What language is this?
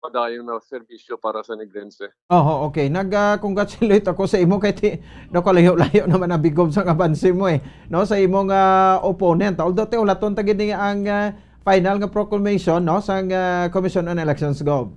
Hiligaynon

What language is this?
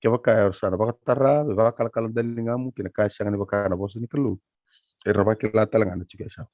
Fijian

